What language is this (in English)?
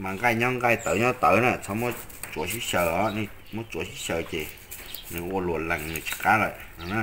Hmong